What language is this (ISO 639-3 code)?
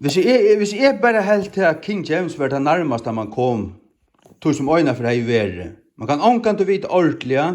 fao